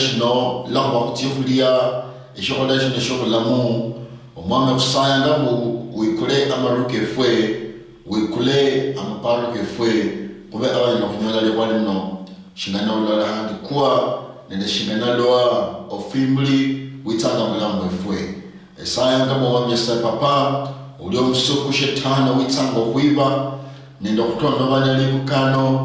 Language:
Luyia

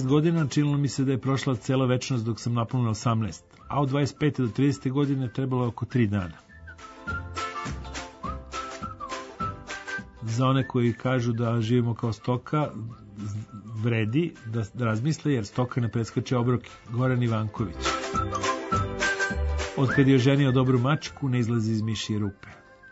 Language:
Serbian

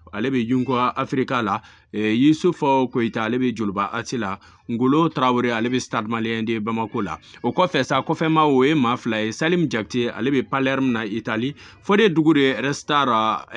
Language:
Bambara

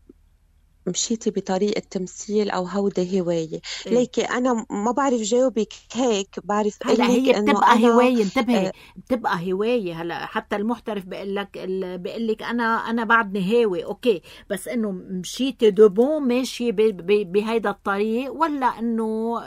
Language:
North Levantine Arabic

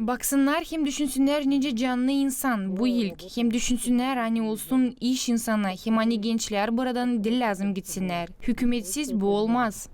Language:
Gagauz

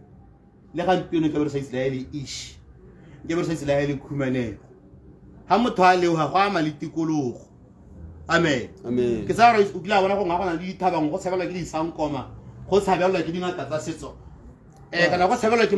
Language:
Tswana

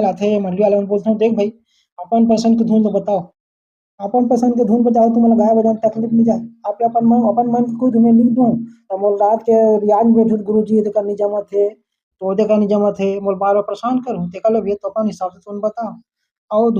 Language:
Chhattisgarhi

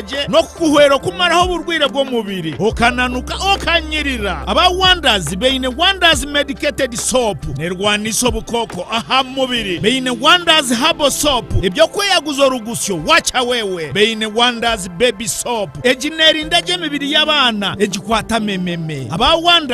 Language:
Nyankole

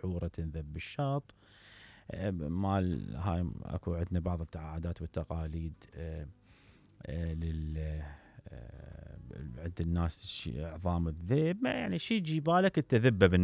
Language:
Mesopotamian Arabic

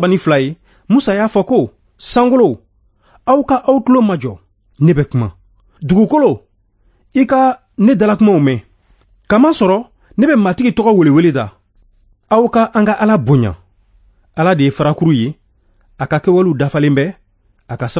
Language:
Bambara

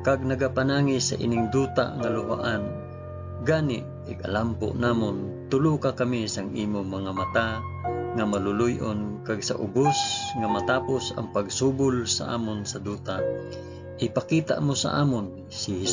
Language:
Hiligaynon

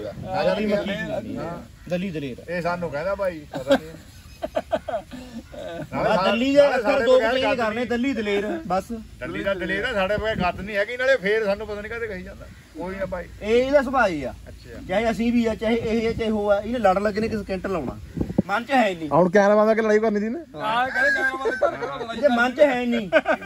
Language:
Punjabi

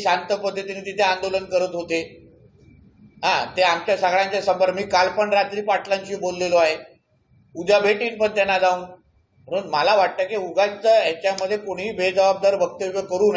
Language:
Marathi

